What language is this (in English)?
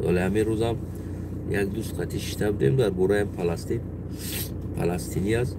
Tajik